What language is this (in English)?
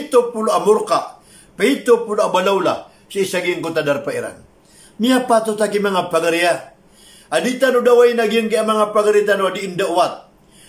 Maranao